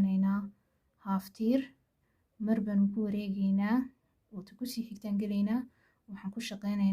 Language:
Somali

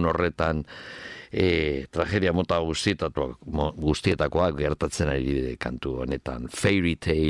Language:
Basque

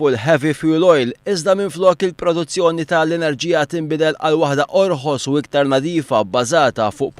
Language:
Maltese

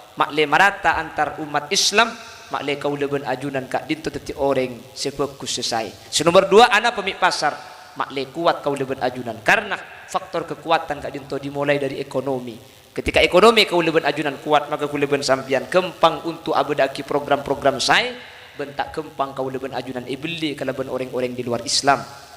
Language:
Madurese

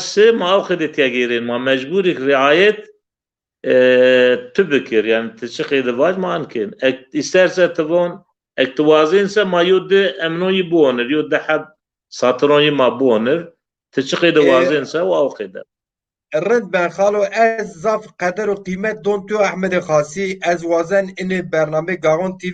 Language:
Zaza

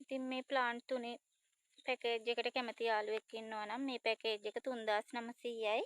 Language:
Sinhala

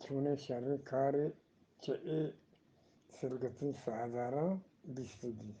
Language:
Eastern Balochi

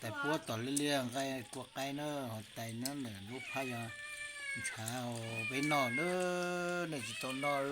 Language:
Hmong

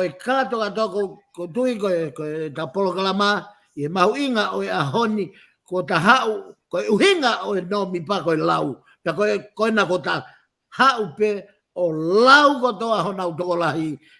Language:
Tongan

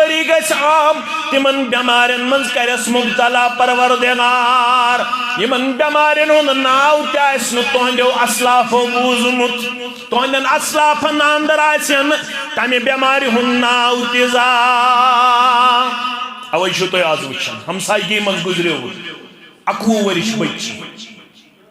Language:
Kashmiri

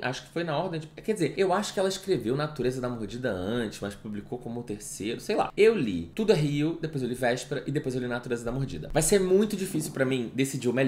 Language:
Portuguese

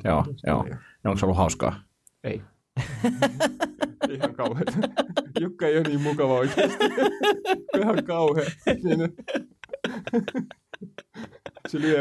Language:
Finnish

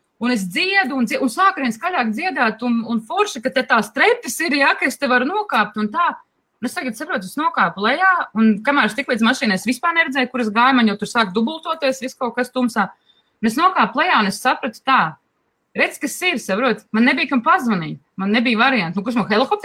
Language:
Latvian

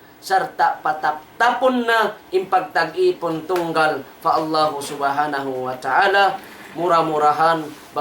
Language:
Tausug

